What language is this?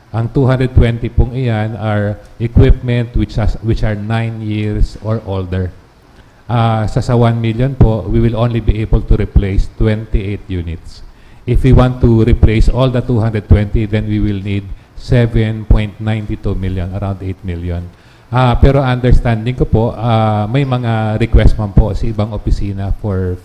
Bikol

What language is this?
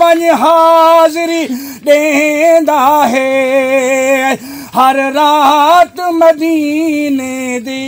Saraiki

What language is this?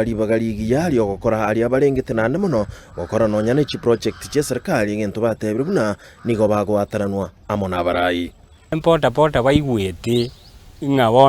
Gusii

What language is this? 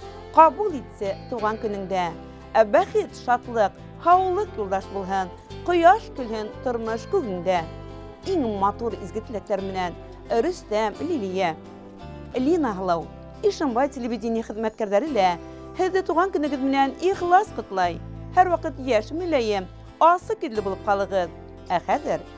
Bashkir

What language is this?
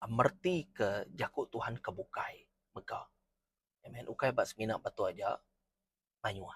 Iban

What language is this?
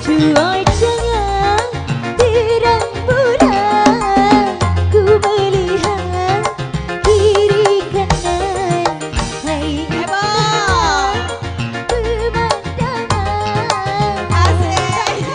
Betawi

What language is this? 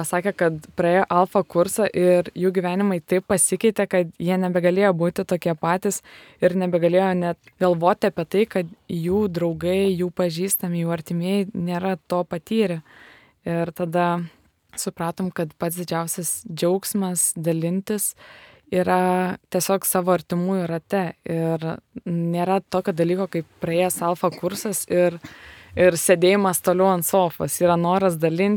Lithuanian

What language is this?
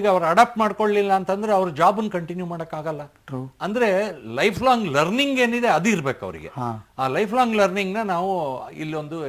Kannada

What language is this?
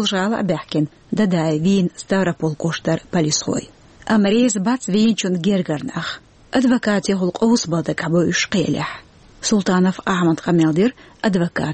Chechen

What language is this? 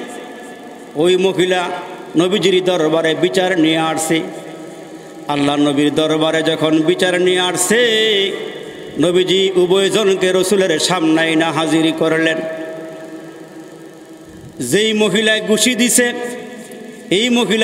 Bangla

